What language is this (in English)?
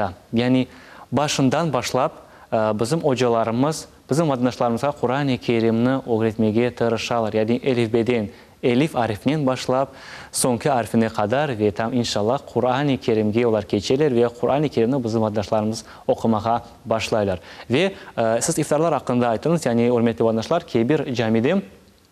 Crimean Tatar